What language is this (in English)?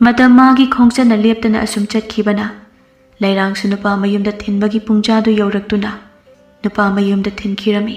Manipuri